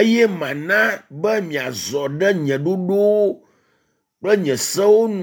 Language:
Ewe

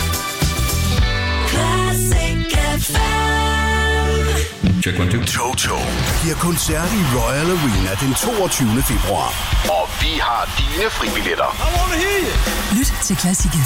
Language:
Danish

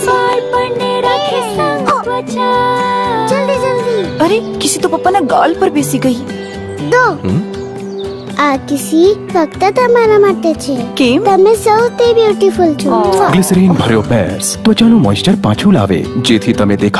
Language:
Gujarati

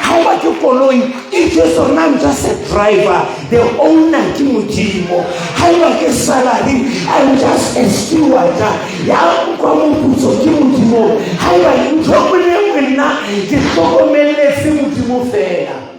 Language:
Southern Sotho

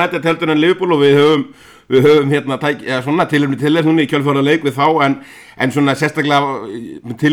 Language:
Icelandic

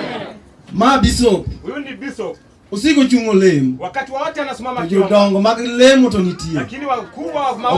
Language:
Luo (Kenya and Tanzania)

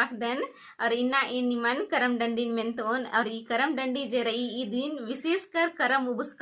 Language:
Kurukh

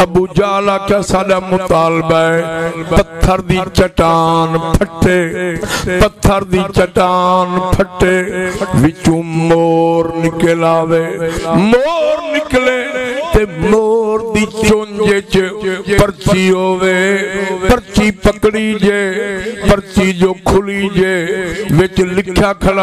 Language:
Saraiki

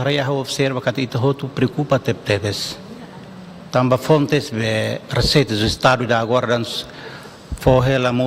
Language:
Tetum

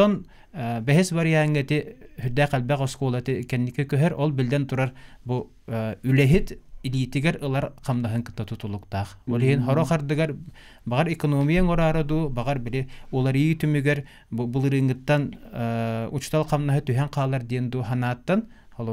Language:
Yakut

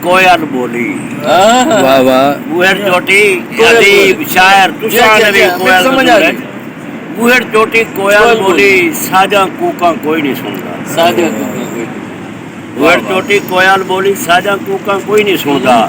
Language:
Saraiki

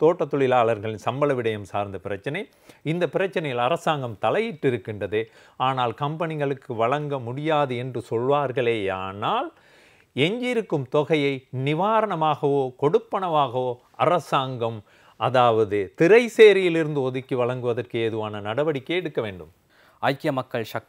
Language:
Tamil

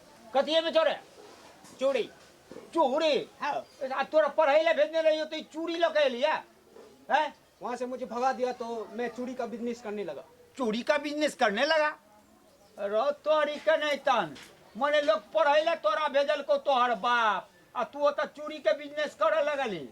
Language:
Maithili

